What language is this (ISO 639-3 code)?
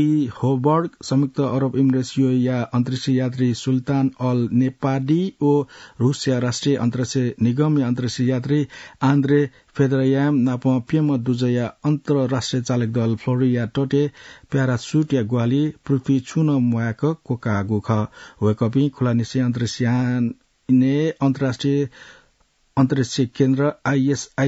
new